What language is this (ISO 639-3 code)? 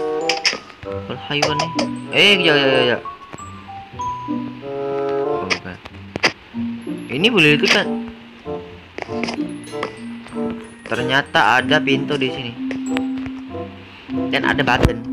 msa